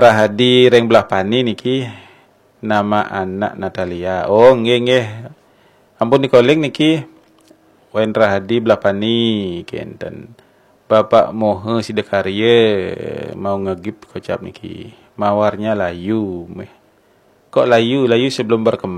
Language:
Balinese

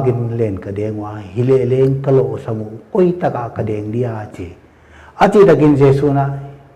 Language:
Paite Chin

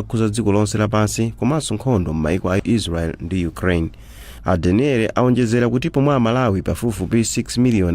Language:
Nyanja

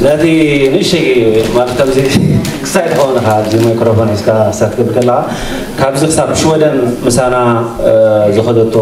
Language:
Tigrinya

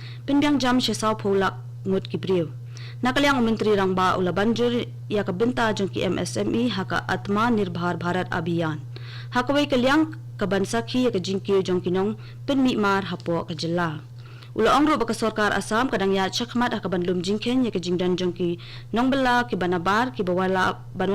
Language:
Khasi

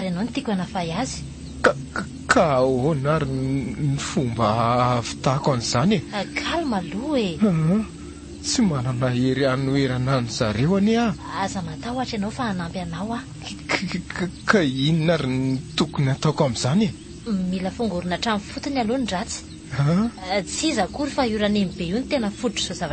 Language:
Malagasy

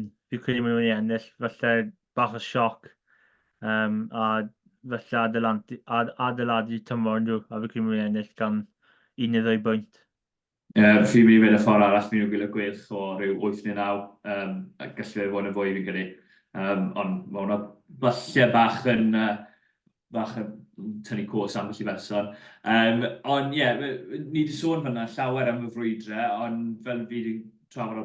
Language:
Welsh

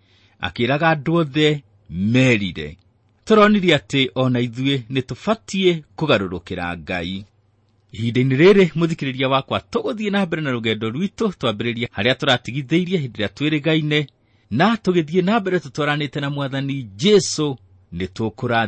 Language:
Kikuyu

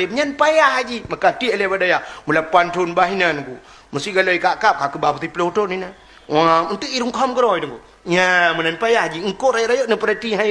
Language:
Achinese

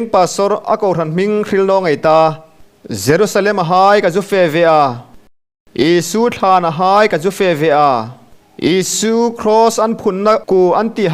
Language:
Hmar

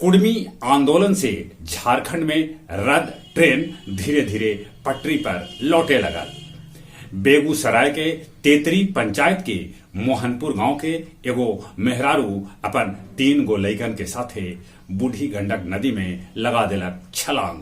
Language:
Magahi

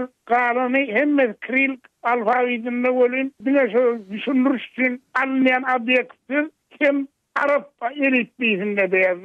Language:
Turkmen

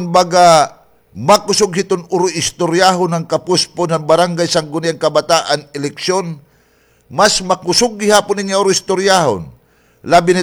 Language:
Waray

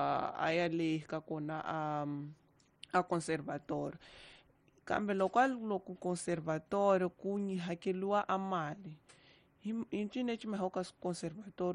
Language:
Tsonga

